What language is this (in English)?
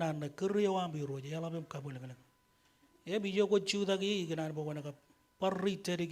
Marshallese